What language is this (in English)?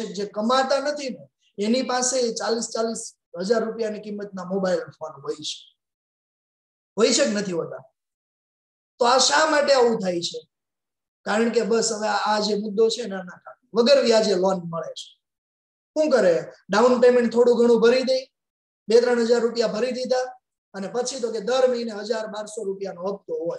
Gujarati